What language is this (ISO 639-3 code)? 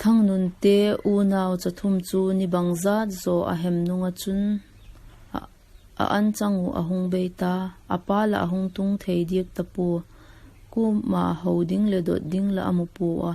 vap